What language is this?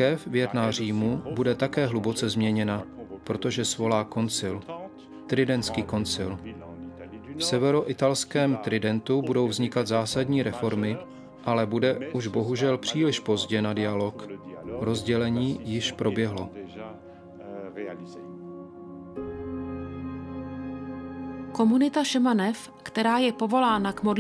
Czech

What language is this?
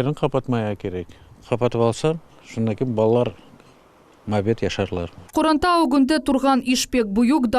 Crimean Tatar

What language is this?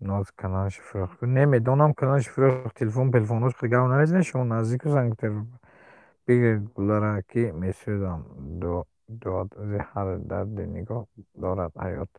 Tajik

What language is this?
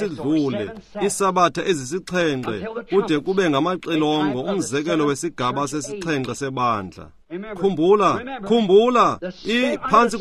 Xhosa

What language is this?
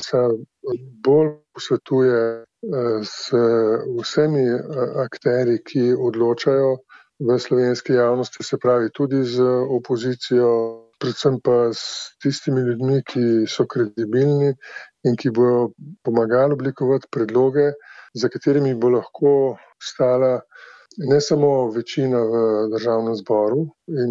Slovenian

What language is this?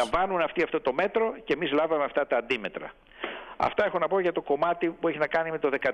Greek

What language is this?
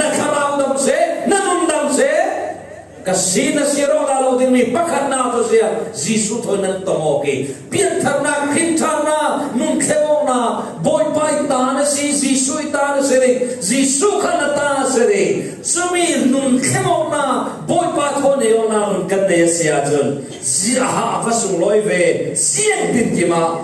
Falam Chin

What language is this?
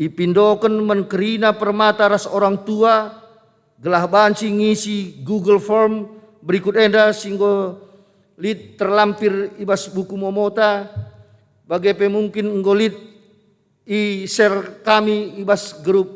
Batak Karo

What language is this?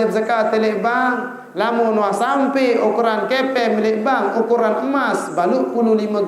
Sasak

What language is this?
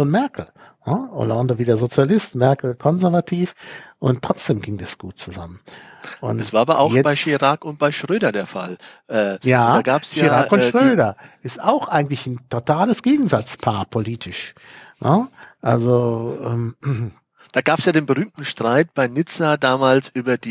German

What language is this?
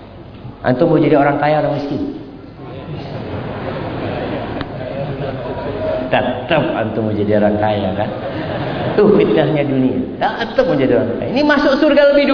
Indonesian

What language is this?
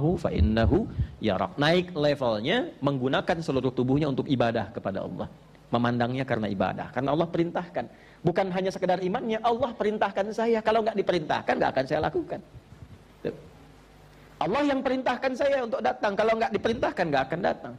Indonesian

